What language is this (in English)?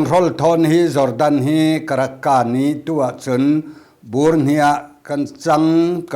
Falam Chin